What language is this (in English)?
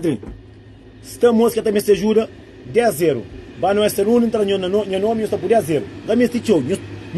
Kabuverdianu